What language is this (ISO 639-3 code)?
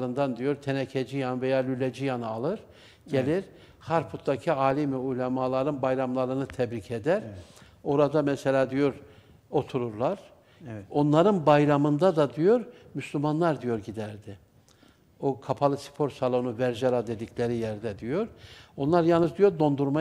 tur